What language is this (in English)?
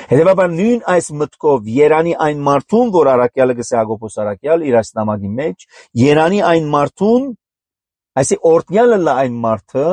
Armenian